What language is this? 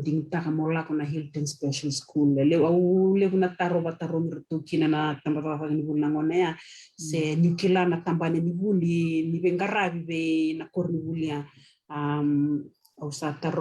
Fijian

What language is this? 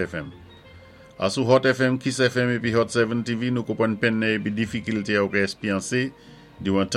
Saint Lucian Creole French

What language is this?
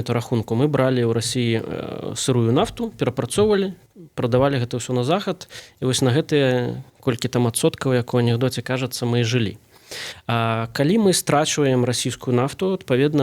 Belarusian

